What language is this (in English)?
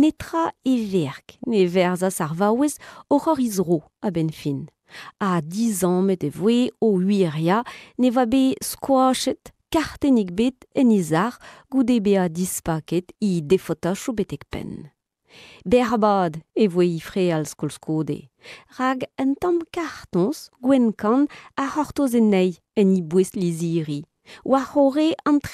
Breton